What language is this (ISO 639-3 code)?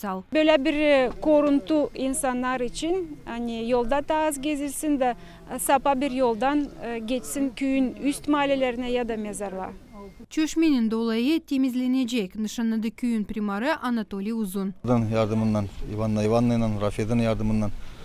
gag